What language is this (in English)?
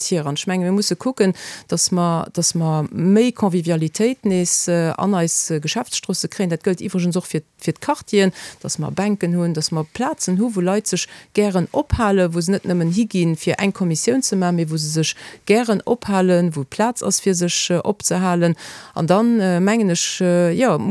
Luxembourgish